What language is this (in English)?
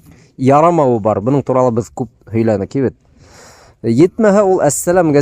Bashkir